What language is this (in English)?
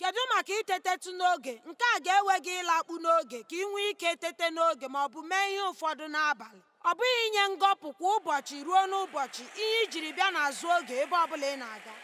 Igbo